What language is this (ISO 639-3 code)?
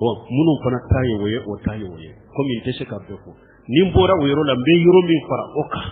bam